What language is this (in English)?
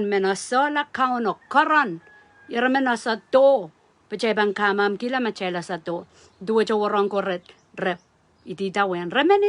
Pohnpeian